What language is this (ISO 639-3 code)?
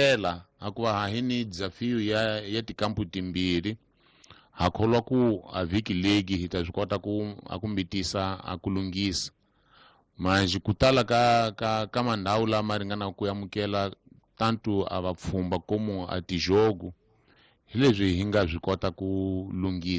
tso